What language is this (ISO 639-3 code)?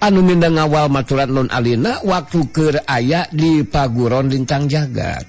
sun